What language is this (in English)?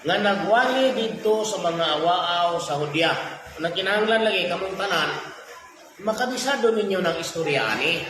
Cebuano